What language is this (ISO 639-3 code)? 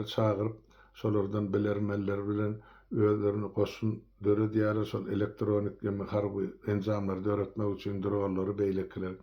tuk